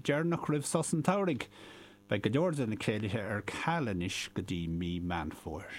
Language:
Irish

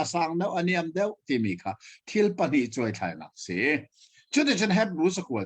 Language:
Hakha Chin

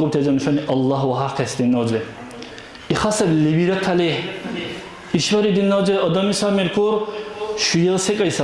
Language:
Dargwa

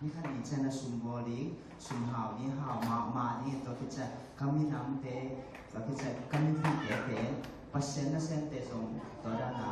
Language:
Tedim Chin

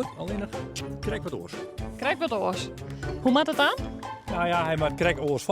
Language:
Western Frisian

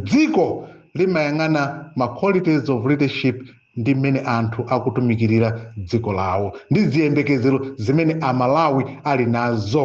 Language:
Nyanja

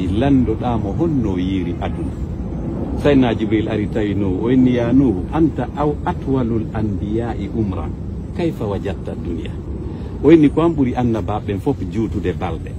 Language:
Fula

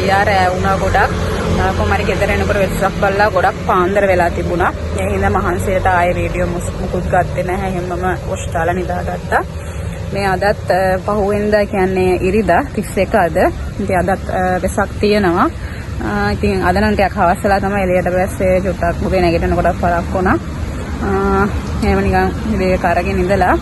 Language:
Sinhala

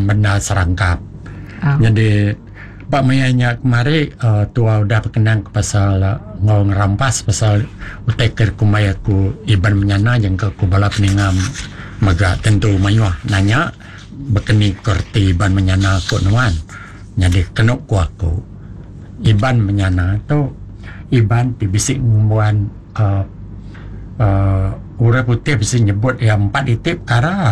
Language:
Iban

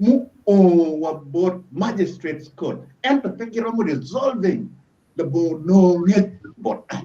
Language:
Acoli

